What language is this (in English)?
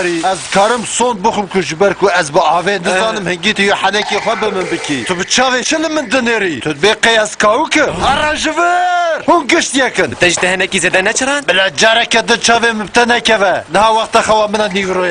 Kurdish